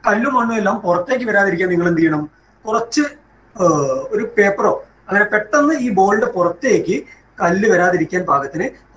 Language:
Malayalam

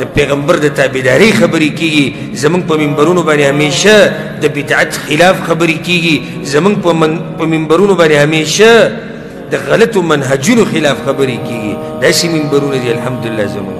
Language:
Pashto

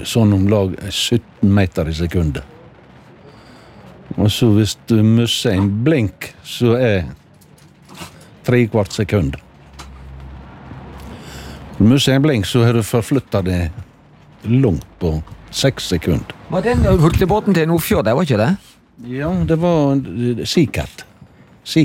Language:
Norwegian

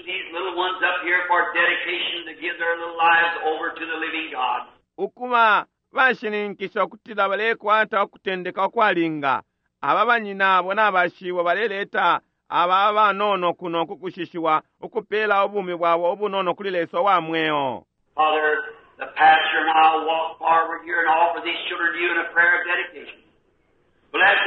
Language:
Bemba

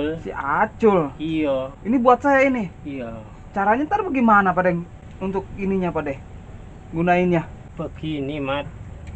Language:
Betawi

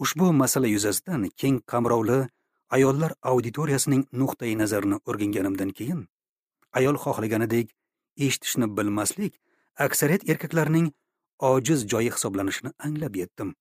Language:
Uzbek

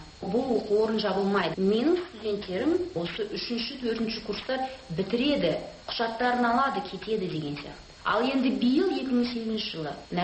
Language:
Kazakh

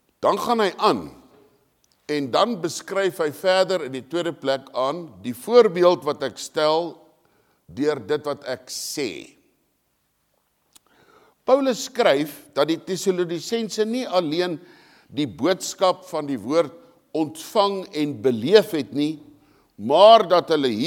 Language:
Afrikaans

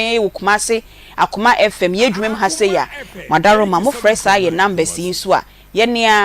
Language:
Akan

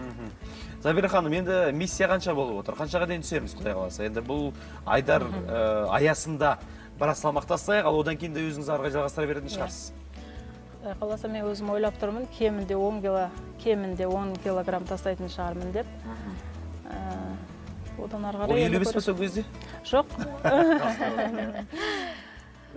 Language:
Kazakh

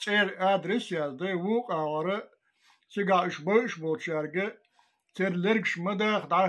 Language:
Chechen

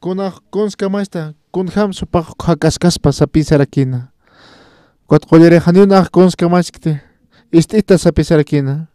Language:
Aymara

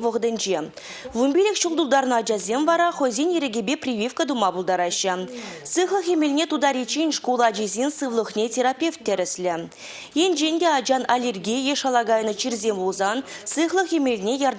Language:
Chuvash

